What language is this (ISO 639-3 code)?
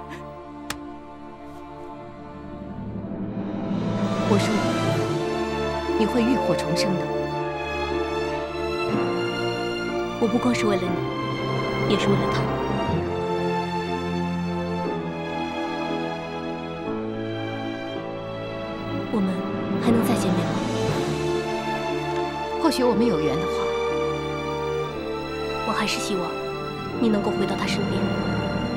zho